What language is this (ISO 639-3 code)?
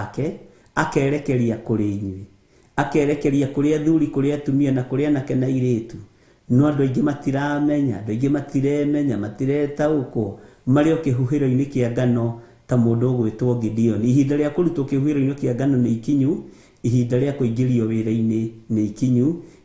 kik